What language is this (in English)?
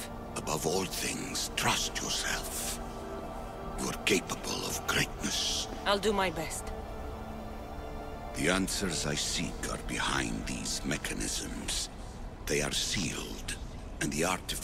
English